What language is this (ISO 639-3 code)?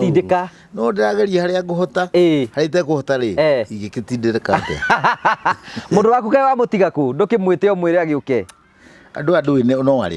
kik